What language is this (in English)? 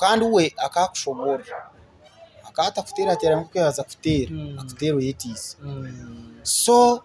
Nyankole